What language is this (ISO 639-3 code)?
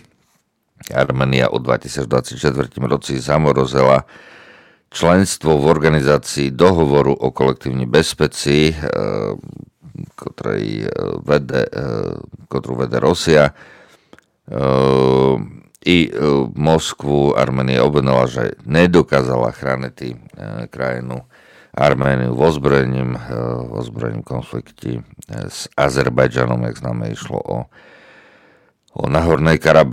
slk